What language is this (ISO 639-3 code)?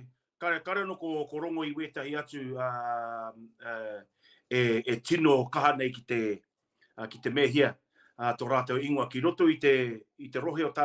mri